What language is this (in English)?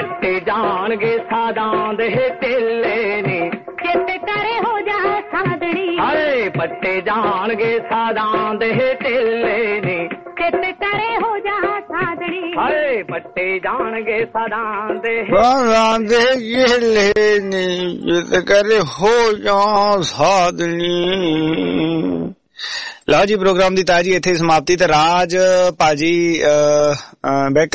Punjabi